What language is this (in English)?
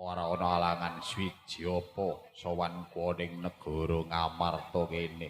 Javanese